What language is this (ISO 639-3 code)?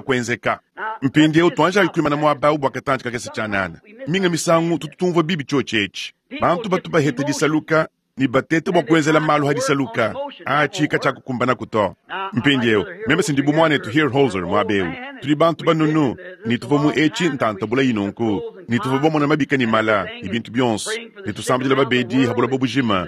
lua